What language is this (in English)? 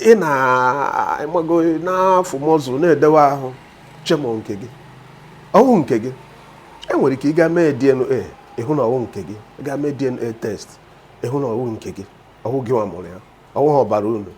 Igbo